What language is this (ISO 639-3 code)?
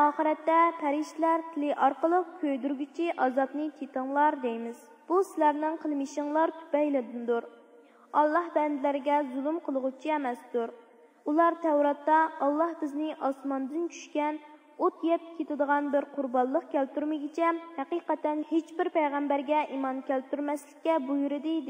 uig